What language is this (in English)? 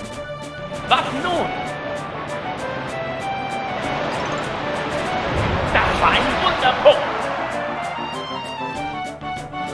German